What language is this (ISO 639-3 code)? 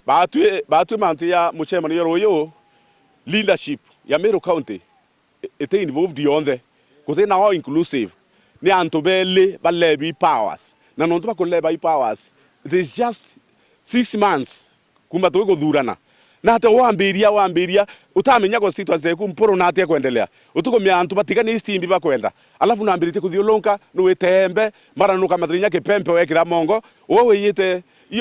mer